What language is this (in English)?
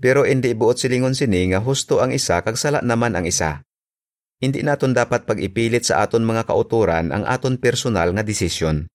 Hiligaynon